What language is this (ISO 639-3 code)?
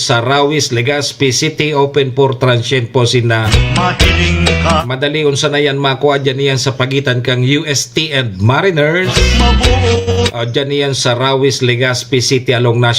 bik